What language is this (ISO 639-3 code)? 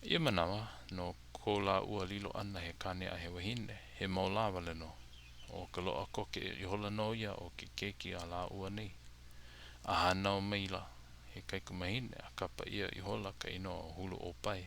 haw